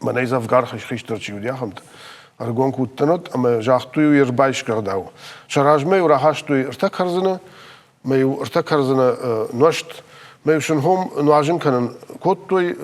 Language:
Ossetic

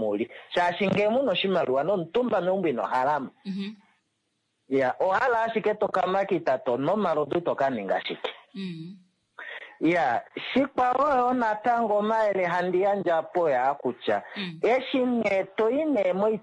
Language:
Kuanyama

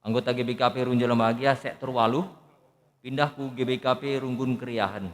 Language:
Batak Karo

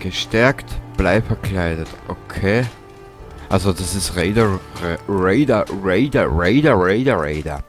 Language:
Bavarian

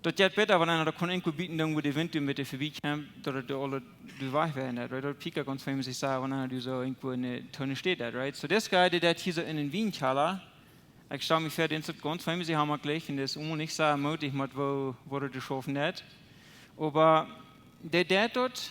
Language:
Plautdietsch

